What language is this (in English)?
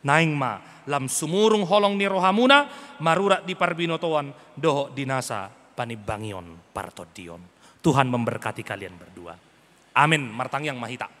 Batak Toba